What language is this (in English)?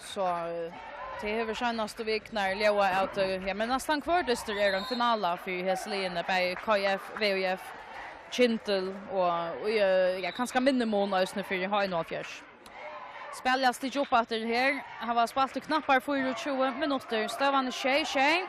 Faroese